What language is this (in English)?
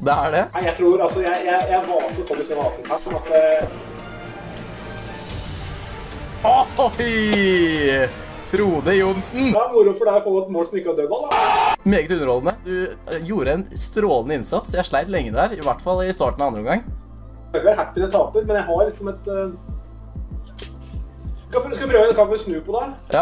Norwegian